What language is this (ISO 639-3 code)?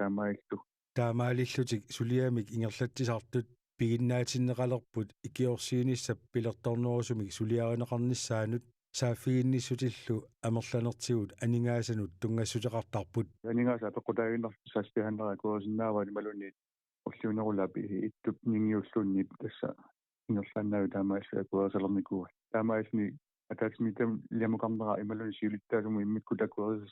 kal